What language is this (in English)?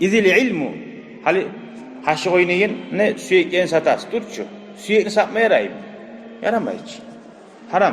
Kumyk